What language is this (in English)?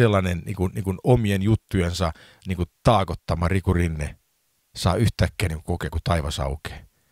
Finnish